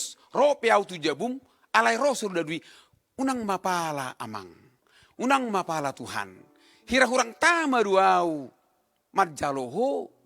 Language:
Batak Toba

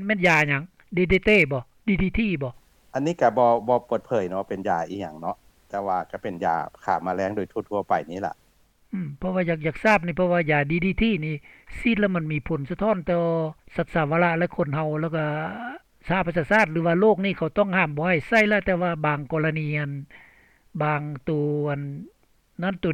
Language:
Lao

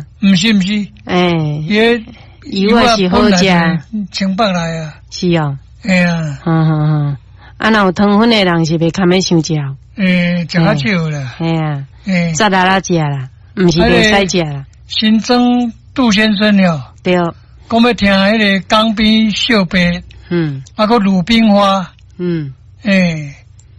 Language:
Min Nan Chinese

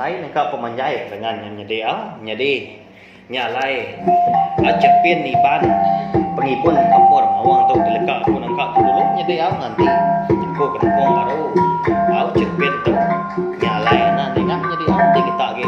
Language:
Iban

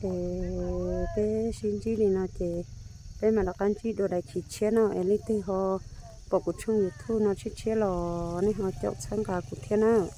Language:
Hmong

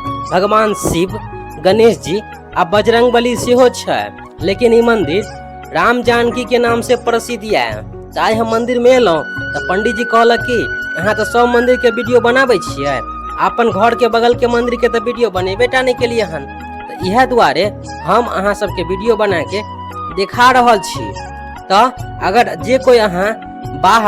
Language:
Maithili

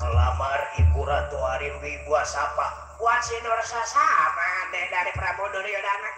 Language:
Betawi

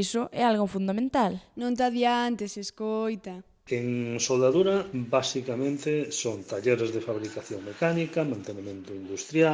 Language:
Galician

